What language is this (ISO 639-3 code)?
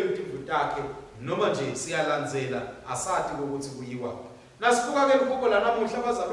ssw